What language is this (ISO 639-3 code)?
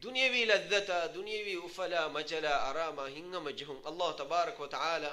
div